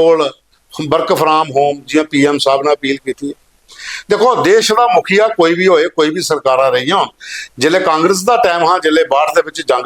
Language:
Dogri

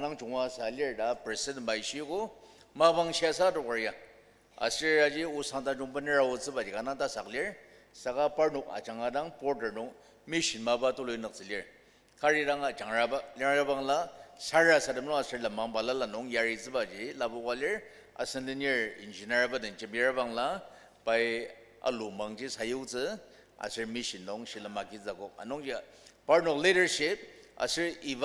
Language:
Ao Naga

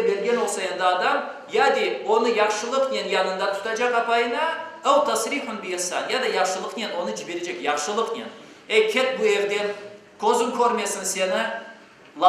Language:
Crimean Tatar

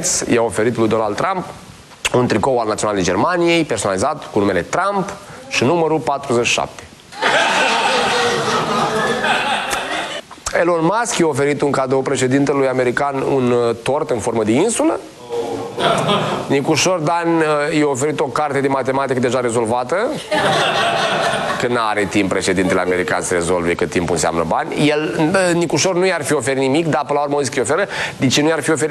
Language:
Romanian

